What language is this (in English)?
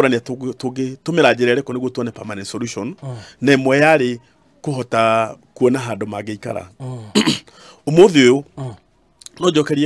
Kikuyu